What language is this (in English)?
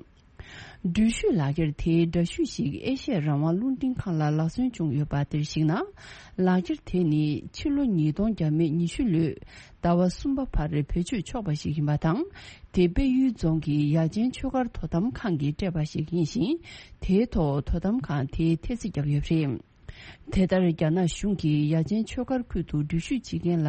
Tibetan